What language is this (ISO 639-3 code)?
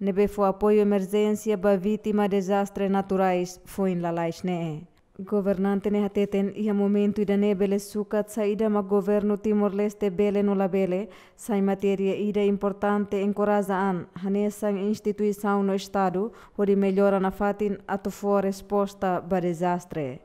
tet